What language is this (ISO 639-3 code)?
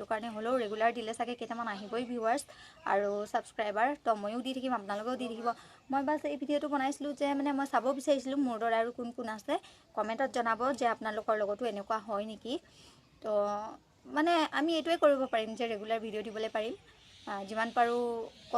asm